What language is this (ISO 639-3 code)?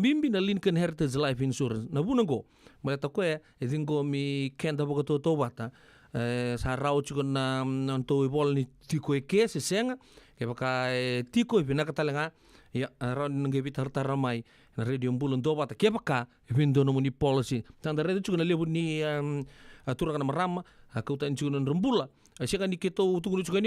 fij